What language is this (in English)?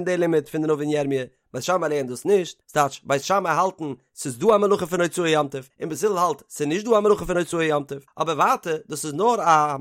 Yiddish